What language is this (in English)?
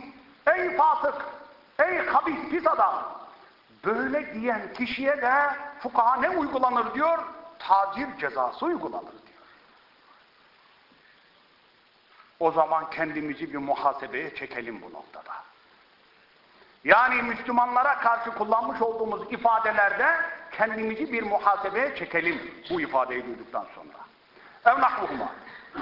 Turkish